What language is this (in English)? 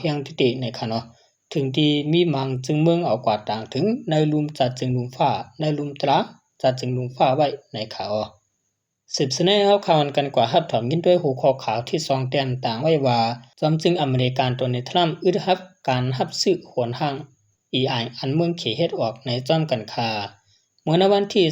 Shan